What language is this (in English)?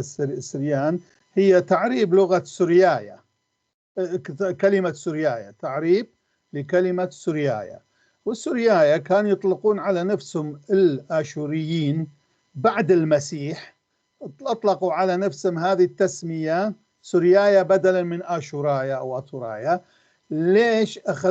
North Levantine Arabic